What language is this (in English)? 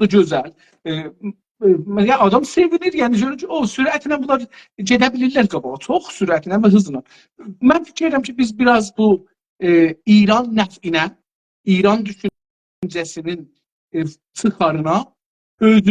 South Azerbaijani